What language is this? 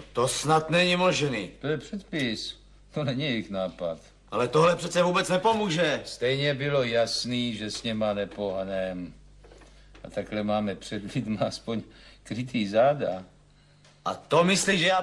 Czech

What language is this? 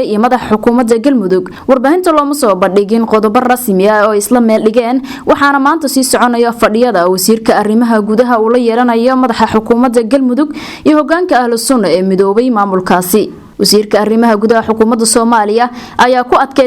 Somali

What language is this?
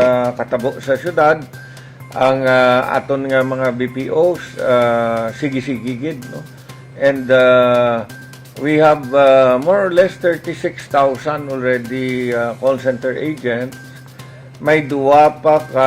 Hiligaynon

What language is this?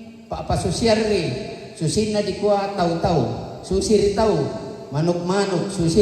Toraja-Sa'dan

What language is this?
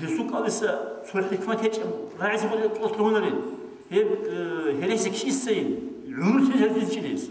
Avaric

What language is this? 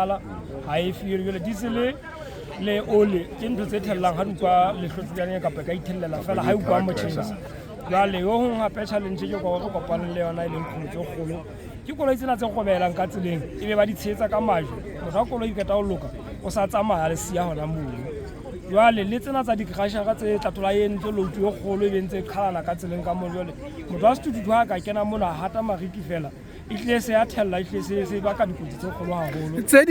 Southern Sotho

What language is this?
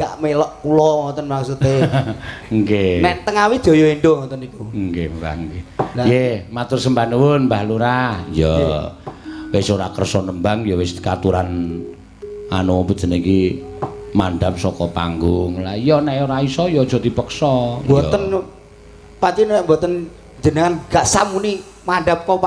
Javanese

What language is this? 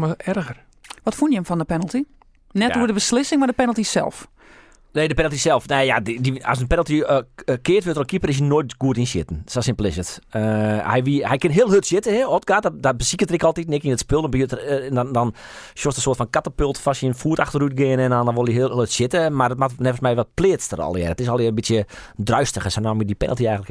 Western Frisian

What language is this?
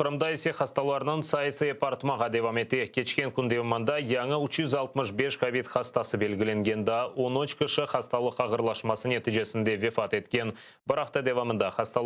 Crimean Tatar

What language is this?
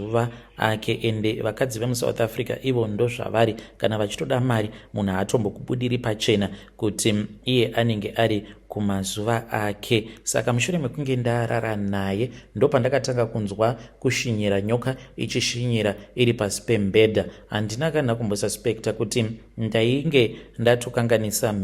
Shona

